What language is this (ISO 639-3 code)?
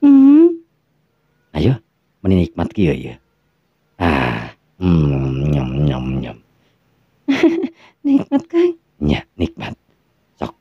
sun